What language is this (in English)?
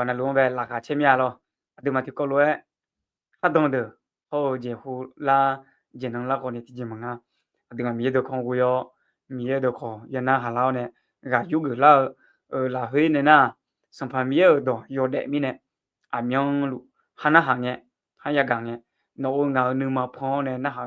Akha